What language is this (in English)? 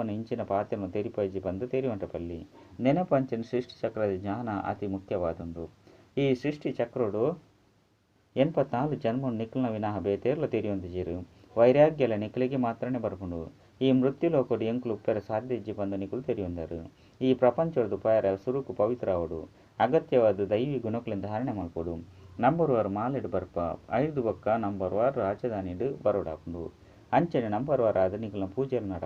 Tulu